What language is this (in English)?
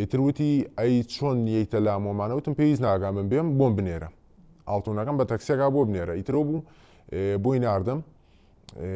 Central Kurdish